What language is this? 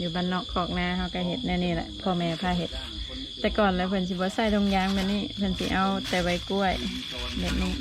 Lao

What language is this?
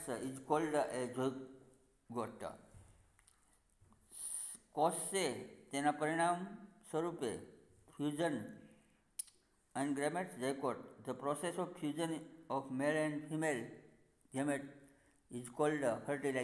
Gujarati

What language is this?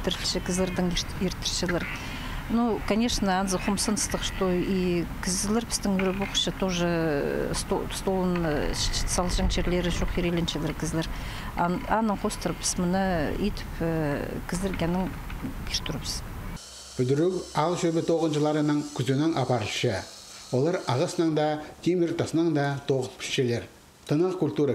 Khakas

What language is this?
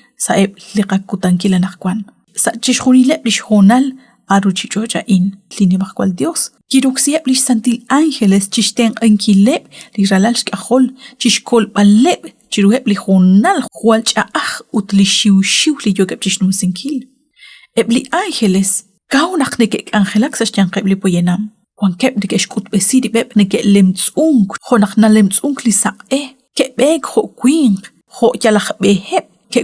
Kekchí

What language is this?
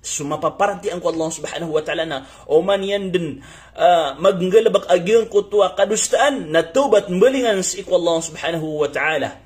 Maranao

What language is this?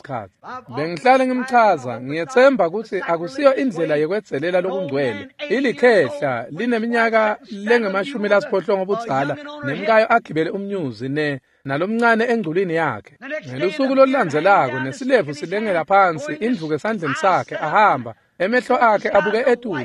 Swati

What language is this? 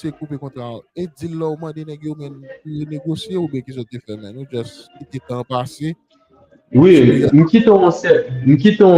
Haitian Creole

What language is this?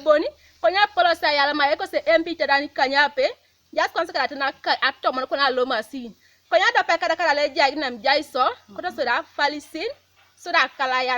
Teso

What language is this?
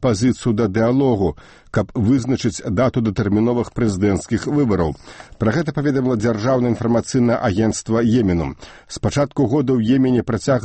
Belarusian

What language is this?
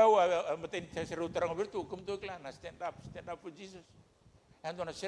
Fijian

